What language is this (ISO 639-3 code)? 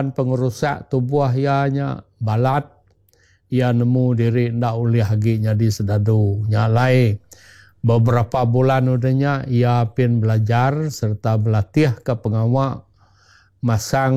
iba